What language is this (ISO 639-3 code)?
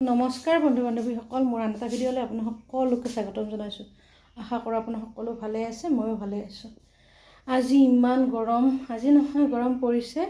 asm